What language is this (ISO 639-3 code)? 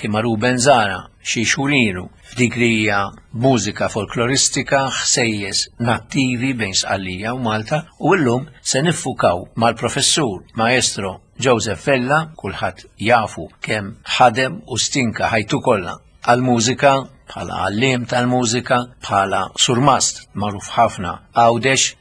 mlt